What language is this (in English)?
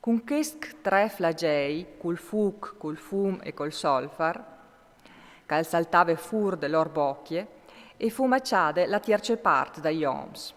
Friulian